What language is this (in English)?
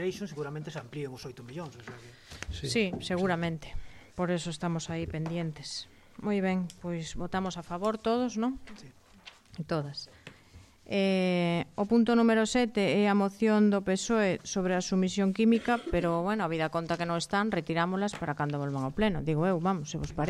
Galician